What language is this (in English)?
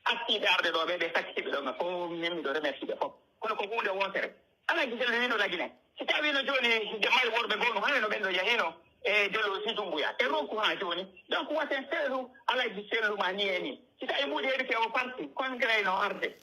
Pular